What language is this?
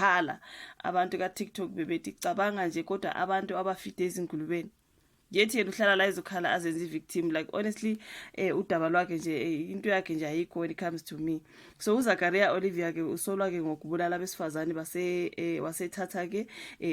Zulu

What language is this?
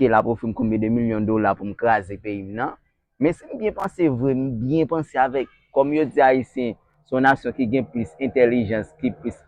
Haitian Creole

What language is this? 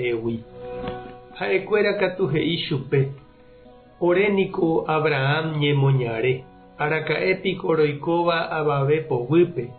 Guarani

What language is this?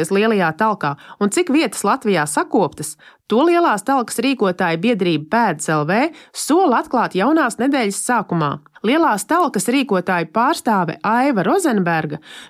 Latvian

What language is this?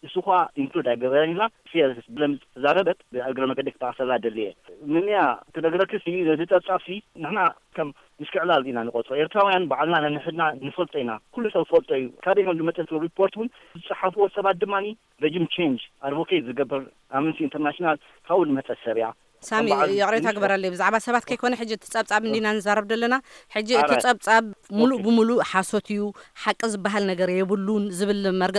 Tigrinya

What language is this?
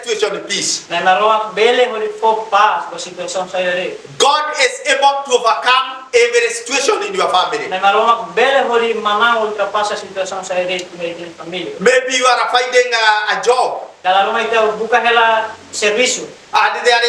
Tetum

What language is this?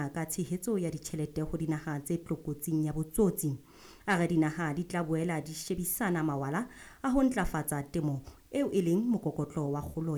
Southern Sotho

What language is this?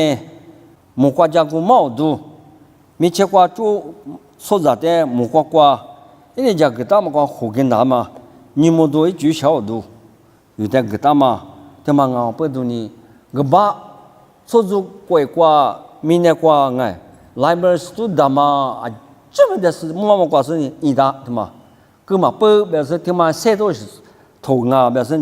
Lisu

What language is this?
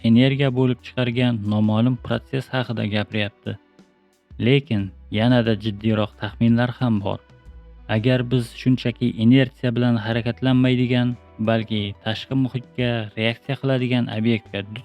Uzbek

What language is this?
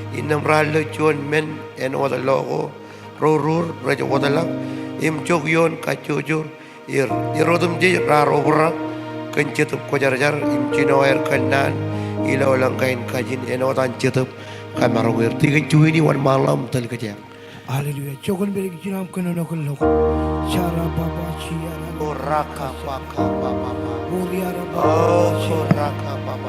Marshallese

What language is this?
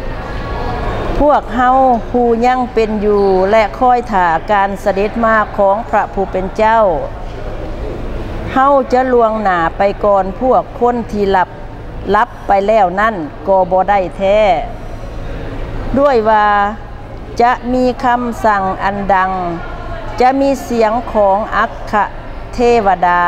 Lao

